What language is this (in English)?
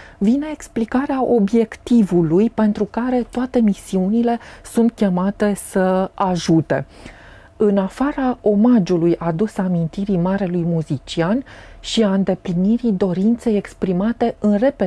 Romanian